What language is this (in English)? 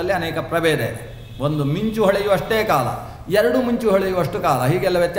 Kannada